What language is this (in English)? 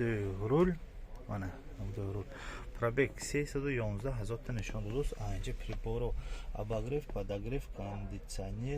Tajik